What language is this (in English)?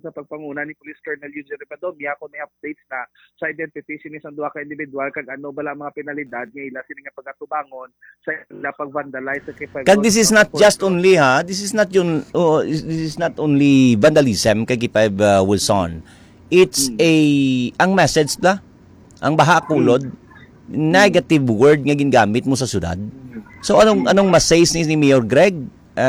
Hiligaynon